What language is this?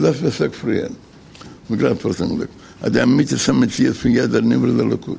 Yiddish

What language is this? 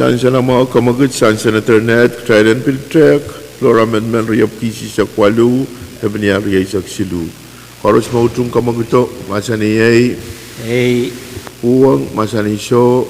Pohnpeian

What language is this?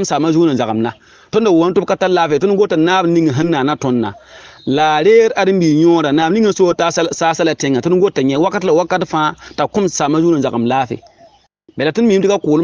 Mossi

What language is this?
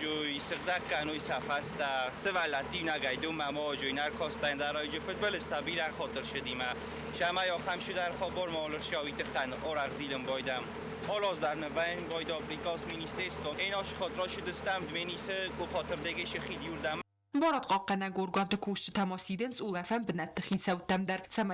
Ossetic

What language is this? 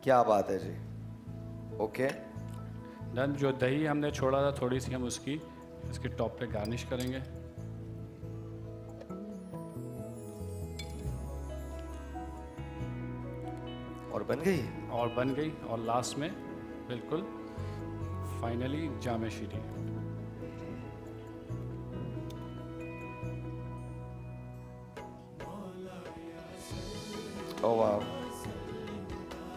Hindi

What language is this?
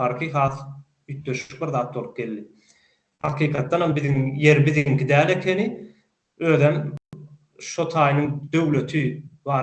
Turkmen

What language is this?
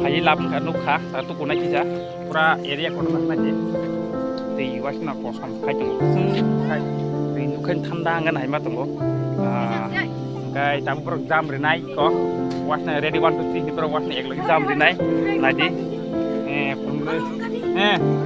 Kok Borok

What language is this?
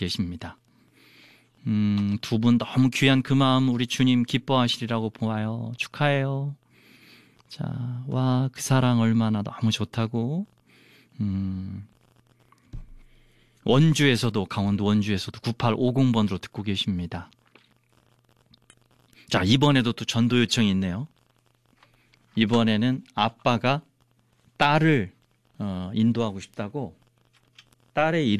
Korean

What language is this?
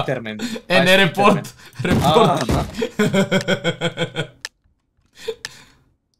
Bulgarian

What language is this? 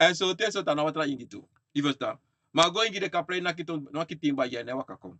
Sranan Tongo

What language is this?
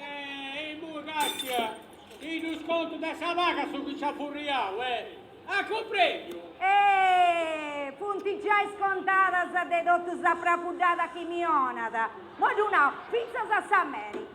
Sardinian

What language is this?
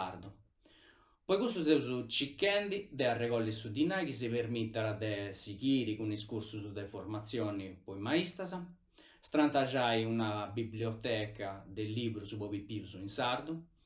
Sardinian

